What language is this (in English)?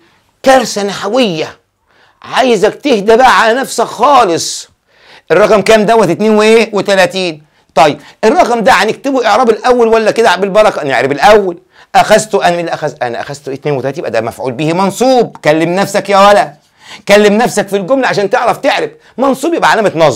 Egyptian Arabic